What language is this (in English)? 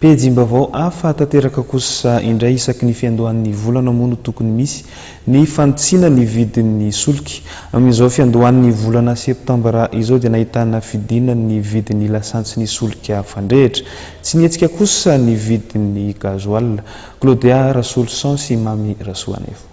Malagasy